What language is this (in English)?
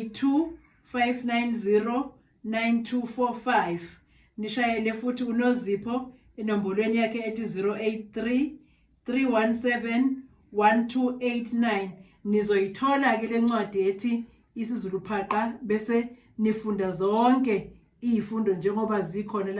Zulu